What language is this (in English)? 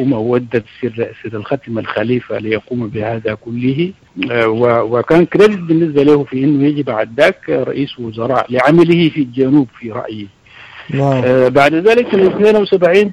Sudanese Arabic